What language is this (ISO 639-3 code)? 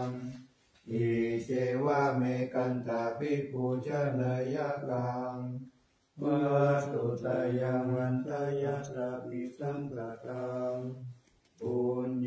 pli